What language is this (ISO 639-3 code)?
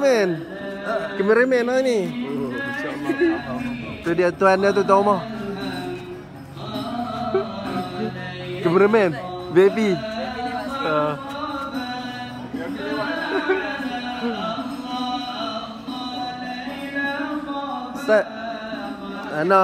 msa